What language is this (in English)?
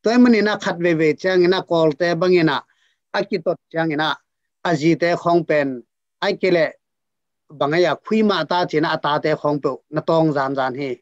Tedim Chin